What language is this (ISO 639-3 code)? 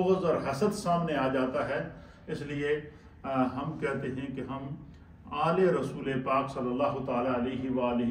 urd